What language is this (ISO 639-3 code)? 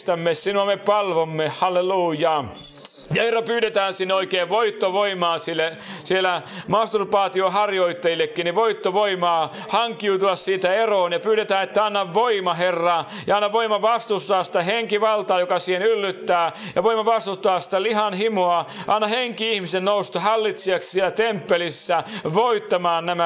fin